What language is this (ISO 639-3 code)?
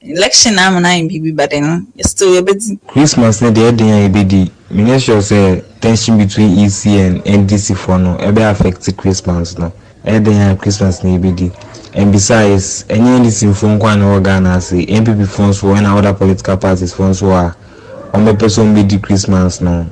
aka